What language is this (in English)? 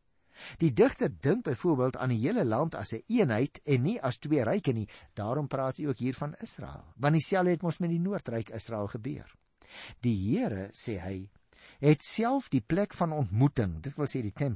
Afrikaans